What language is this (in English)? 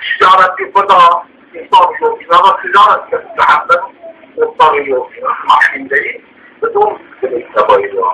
Zaza